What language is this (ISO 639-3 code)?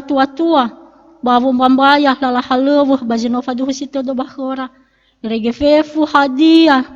nia